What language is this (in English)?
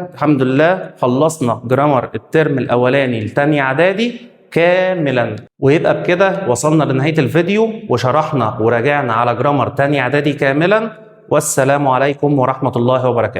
Egyptian Arabic